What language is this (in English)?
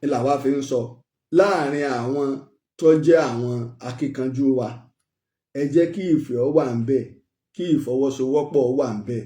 Yoruba